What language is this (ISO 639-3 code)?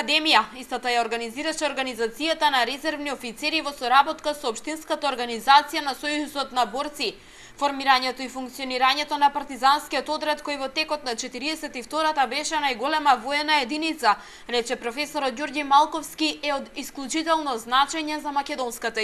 mkd